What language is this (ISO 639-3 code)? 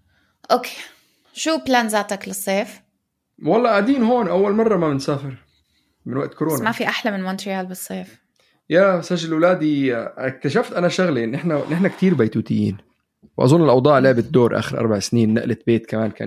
apc